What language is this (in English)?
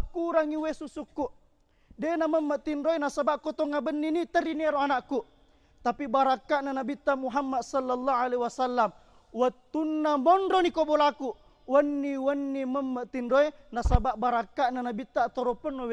Buginese